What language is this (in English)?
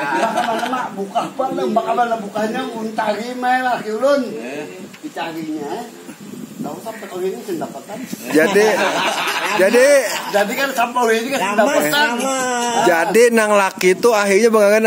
Banjar